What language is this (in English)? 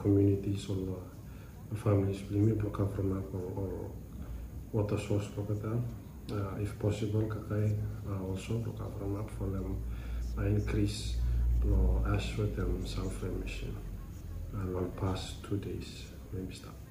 Bislama